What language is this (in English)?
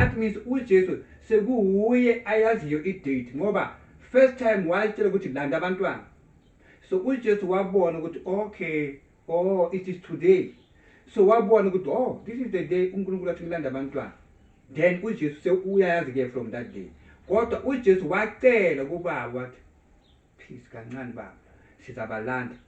Zulu